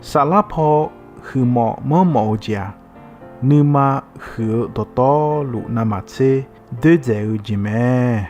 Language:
Akha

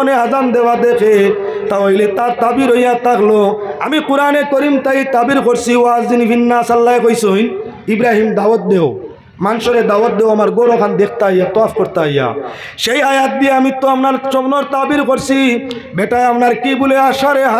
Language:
Sylheti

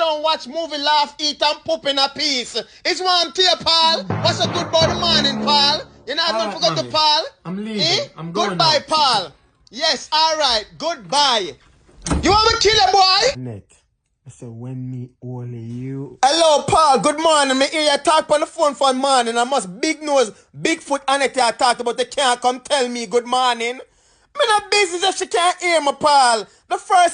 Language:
Jamaican Creole English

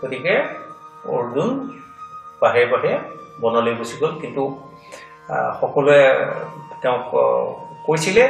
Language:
Assamese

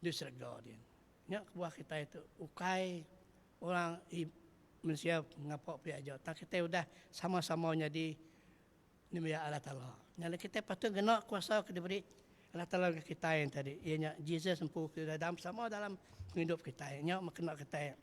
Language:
Iban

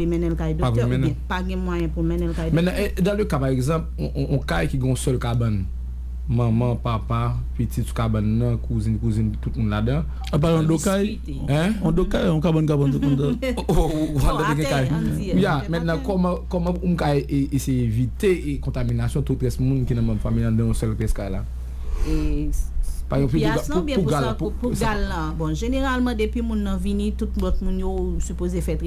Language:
Haitian Creole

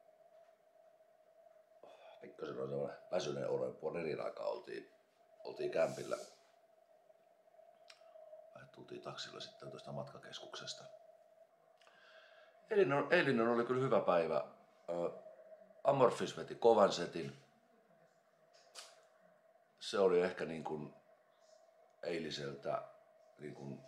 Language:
Finnish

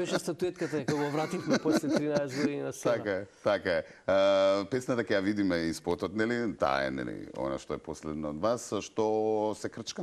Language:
Macedonian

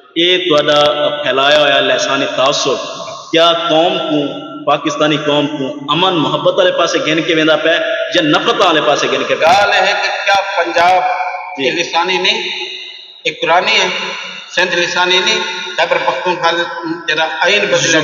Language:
Saraiki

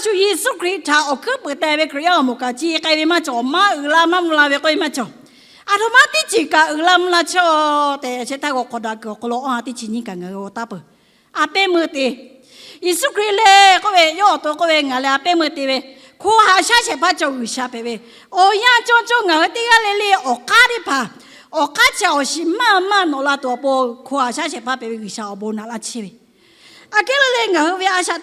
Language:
Lahu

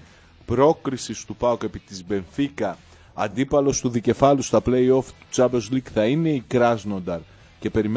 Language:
Greek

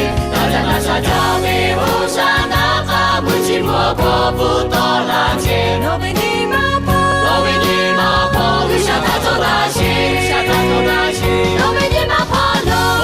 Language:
Lahu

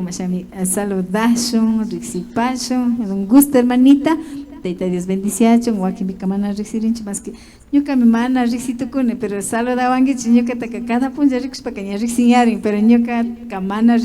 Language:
Imbabura Highland Quichua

